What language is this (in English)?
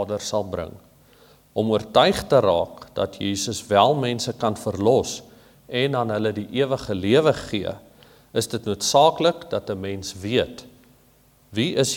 Afrikaans